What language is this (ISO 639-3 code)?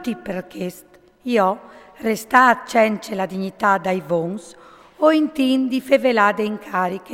fur